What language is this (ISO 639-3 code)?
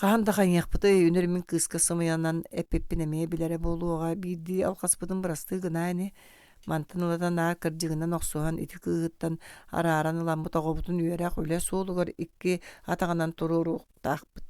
sah